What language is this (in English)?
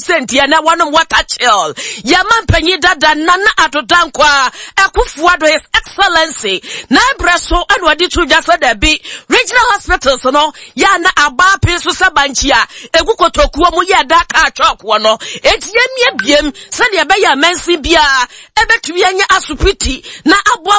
Akan